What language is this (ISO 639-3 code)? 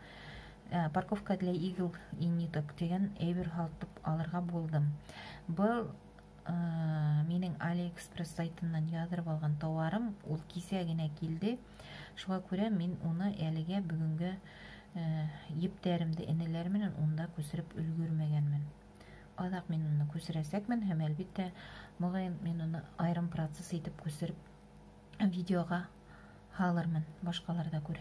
bak